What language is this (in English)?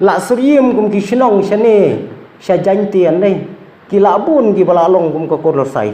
Khasi